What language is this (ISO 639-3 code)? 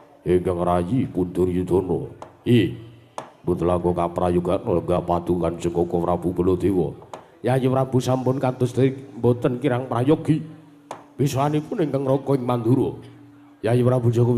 jav